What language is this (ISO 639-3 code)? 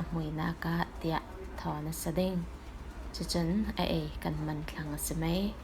cfm